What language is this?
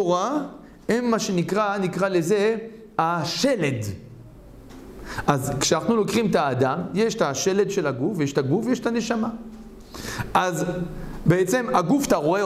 Hebrew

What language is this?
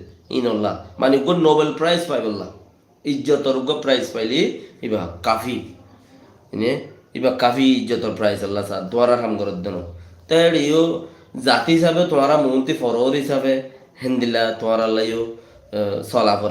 Rohingya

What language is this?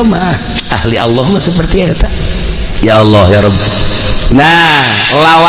Sundanese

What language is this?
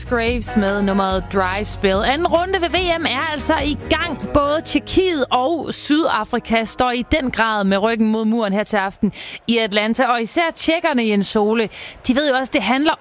Danish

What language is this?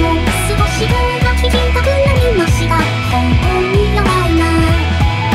Japanese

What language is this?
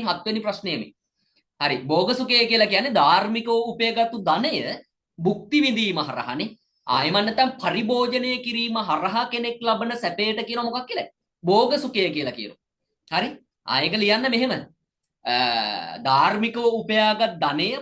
Sinhala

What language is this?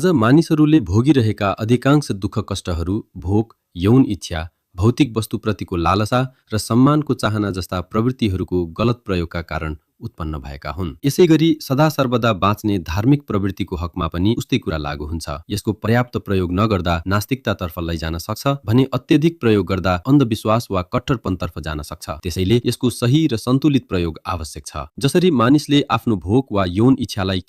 Nepali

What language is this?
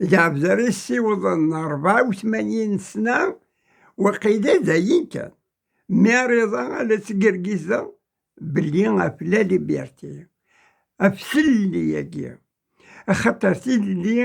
Kabyle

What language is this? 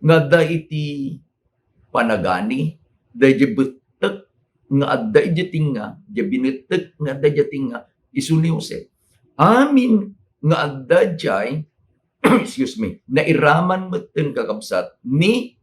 Iloko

